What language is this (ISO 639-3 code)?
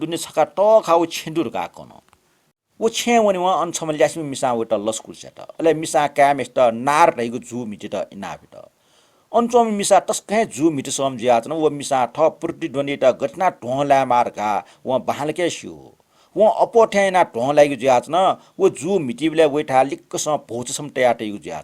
new